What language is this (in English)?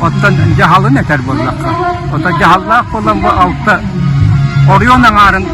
Yakut